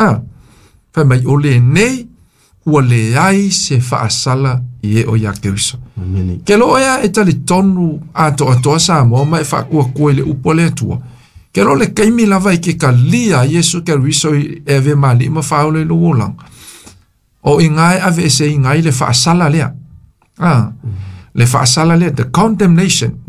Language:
Samoan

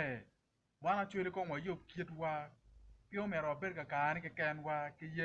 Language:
Acoli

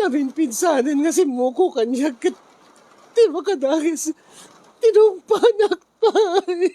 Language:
Iloko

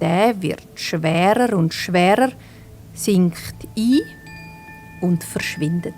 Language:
Swiss German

